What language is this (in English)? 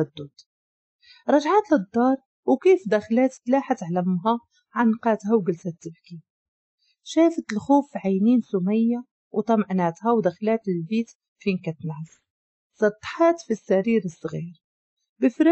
Moroccan Arabic